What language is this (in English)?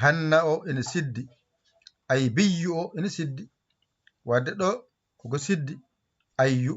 Fula